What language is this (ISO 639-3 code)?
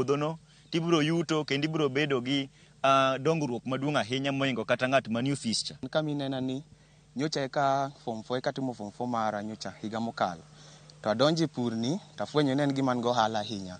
luo